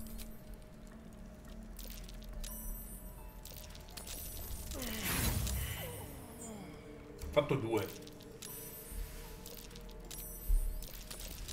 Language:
Italian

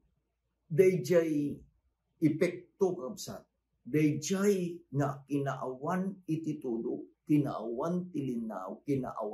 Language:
Iloko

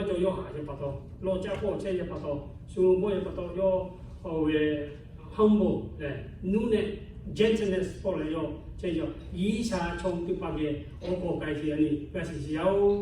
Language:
Lahu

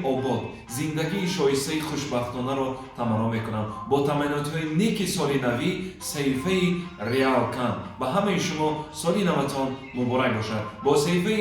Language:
Tajik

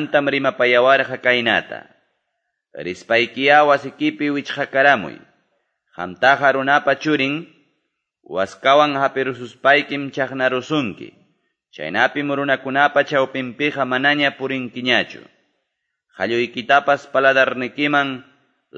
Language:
Quechua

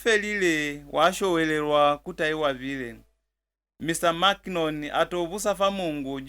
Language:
Lozi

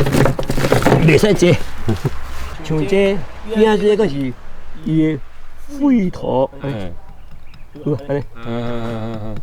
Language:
Min Nan Chinese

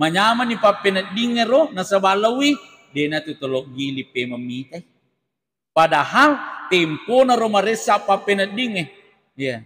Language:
Buginese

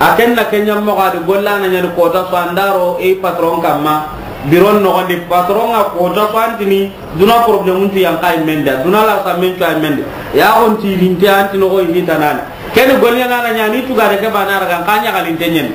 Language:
Soninke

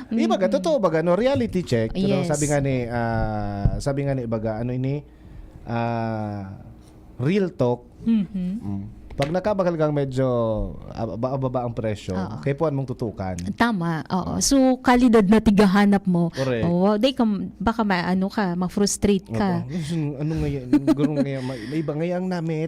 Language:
Bikol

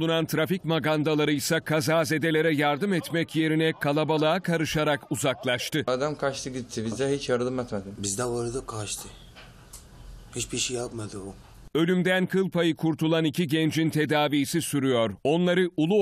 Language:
Turkish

